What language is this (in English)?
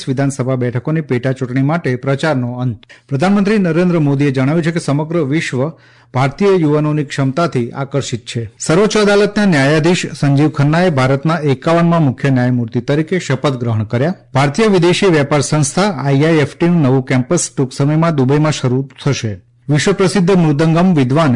Gujarati